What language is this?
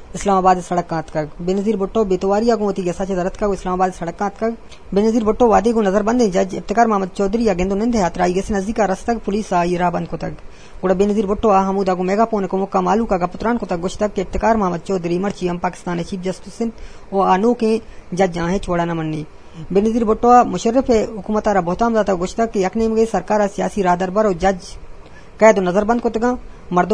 Eastern Balochi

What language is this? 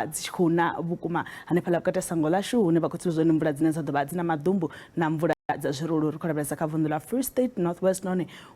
Venda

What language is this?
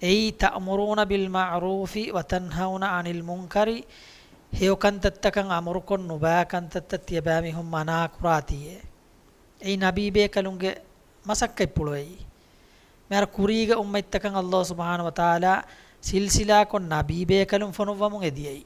Divehi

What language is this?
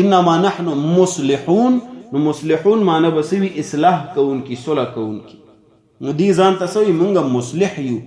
Pashto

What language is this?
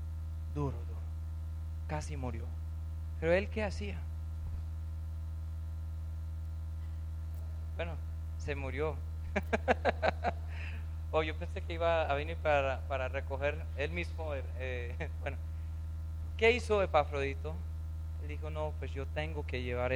Spanish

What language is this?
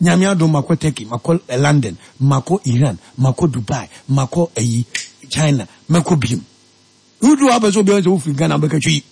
Akan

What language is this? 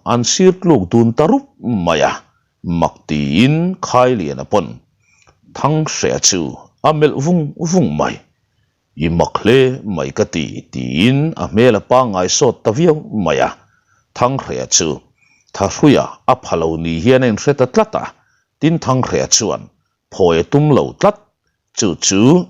Mizo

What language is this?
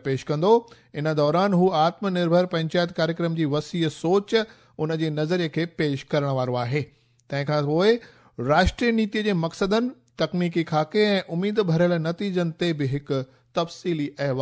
Sindhi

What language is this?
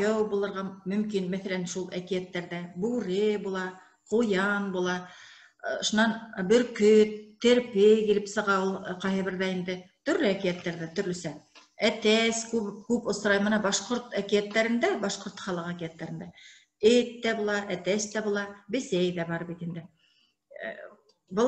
Bashkir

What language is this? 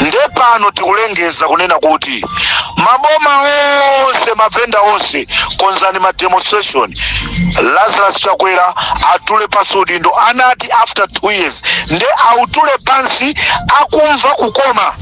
Nyanja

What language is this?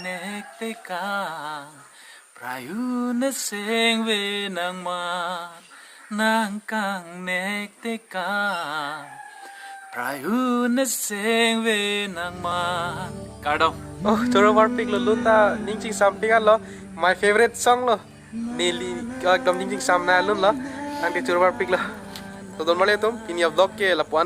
Karbi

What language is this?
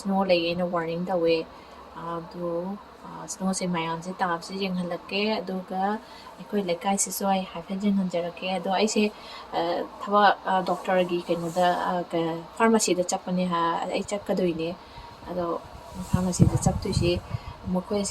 Manipuri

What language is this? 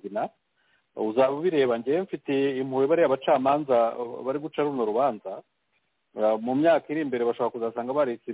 Kinyarwanda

